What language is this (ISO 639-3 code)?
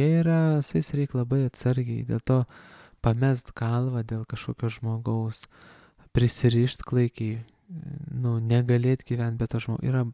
lit